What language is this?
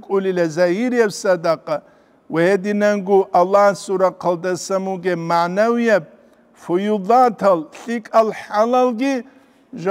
Avaric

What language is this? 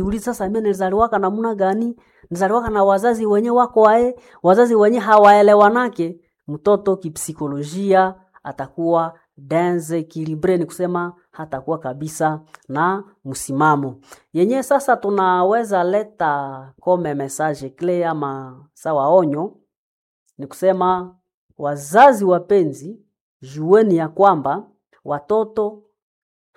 Swahili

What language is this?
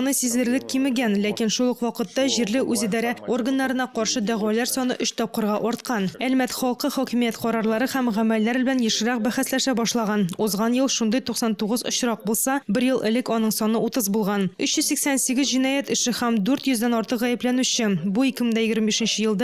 Tatar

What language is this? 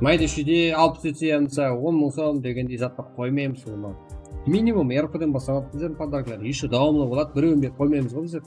Kara-Kalpak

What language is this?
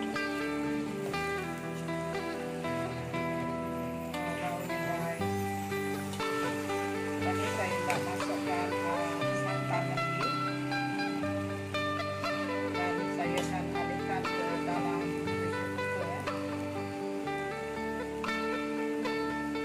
Malay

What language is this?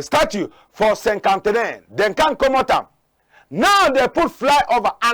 Cameroon Pidgin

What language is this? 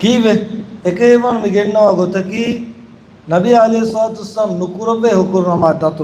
Divehi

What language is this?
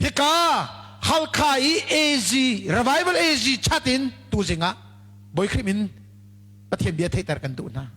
Hakha Chin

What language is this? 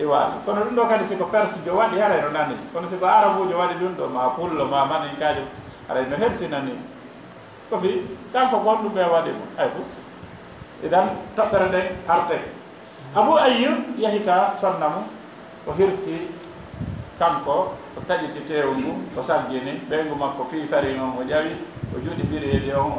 Fula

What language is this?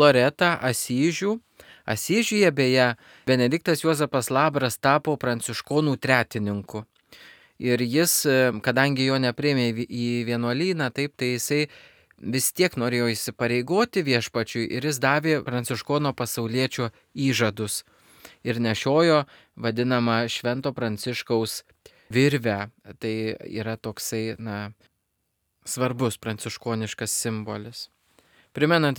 Lithuanian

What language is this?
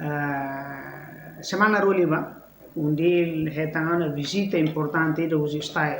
Tetum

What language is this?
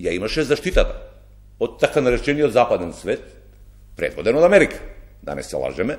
Macedonian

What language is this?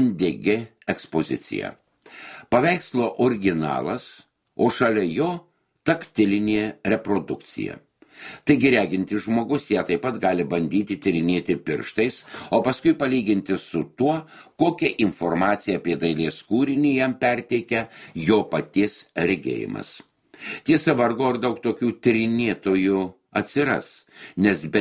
Lithuanian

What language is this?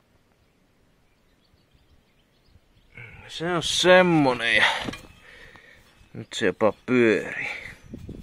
Finnish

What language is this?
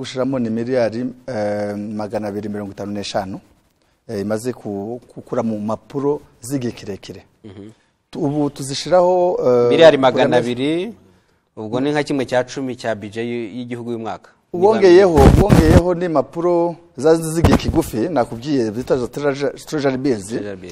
Kinyarwanda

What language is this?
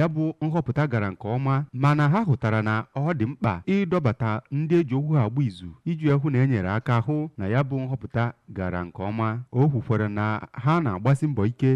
Igbo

